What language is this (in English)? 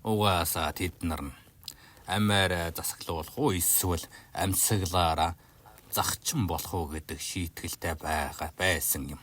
Mongolian